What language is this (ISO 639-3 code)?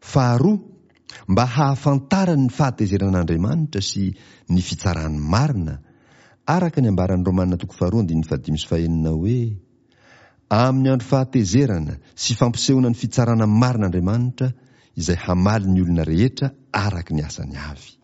mlg